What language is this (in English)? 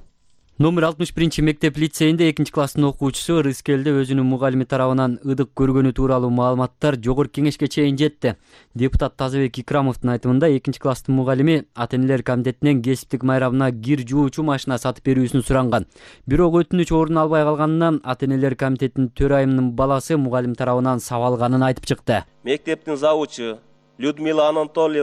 Kyrgyz